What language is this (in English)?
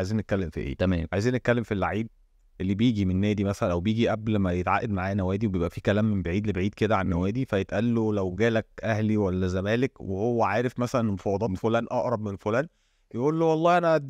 Egyptian Arabic